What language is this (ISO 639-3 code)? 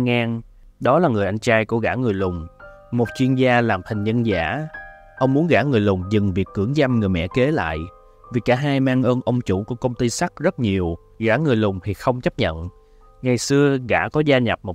vie